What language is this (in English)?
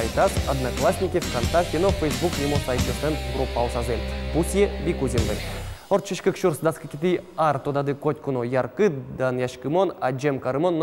Udmurt